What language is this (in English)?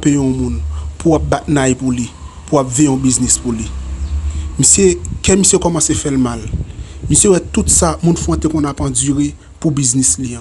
Haitian Creole